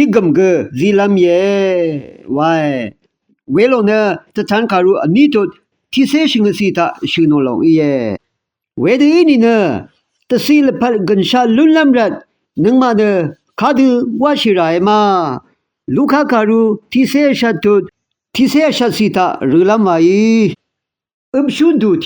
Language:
Rawang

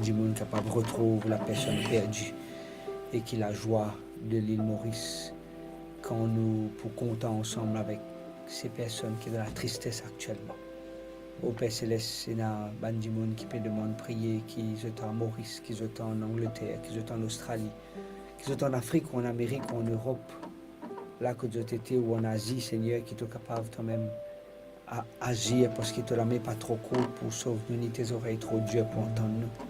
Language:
Morisyen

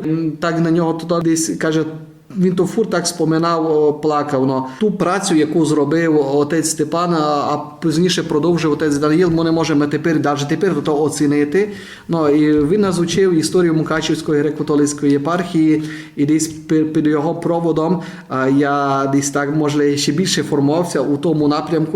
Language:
Rusyn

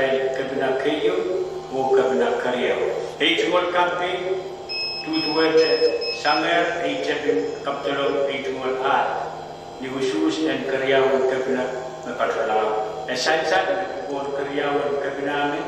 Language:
Pohnpeian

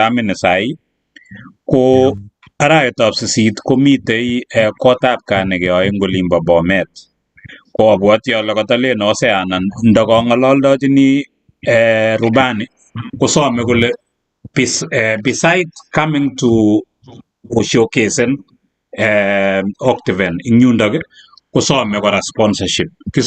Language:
Kalenjin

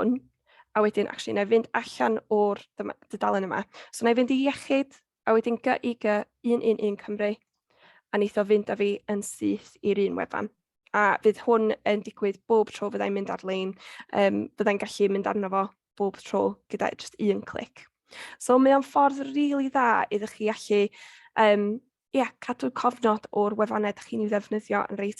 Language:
Welsh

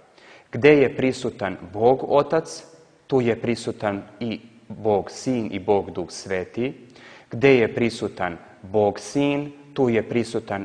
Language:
Serbian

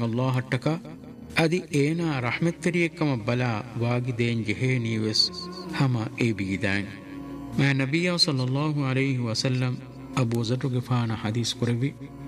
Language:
Divehi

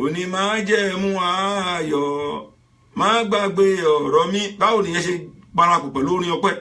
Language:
Yoruba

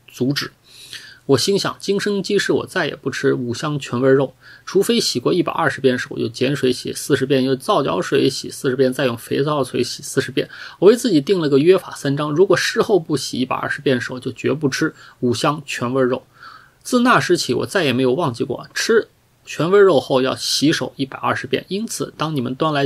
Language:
Chinese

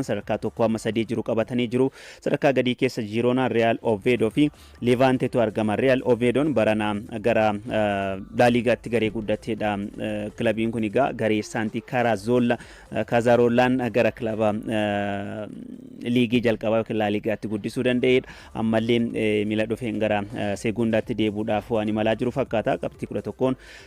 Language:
Oromo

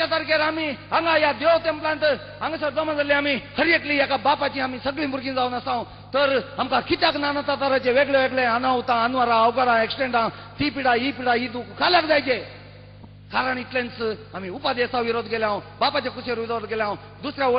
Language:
Konkani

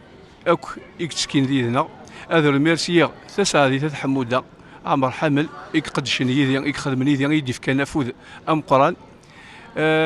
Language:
Kabyle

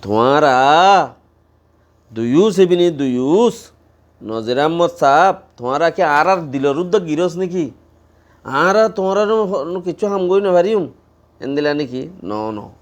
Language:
Rohingya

